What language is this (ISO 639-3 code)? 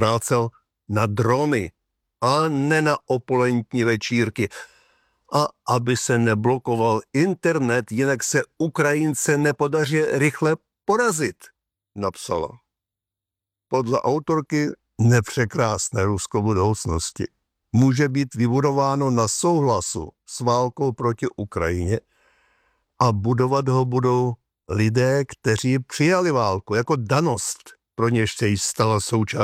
ces